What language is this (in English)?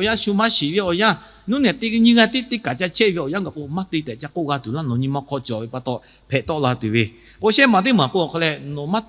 Lahu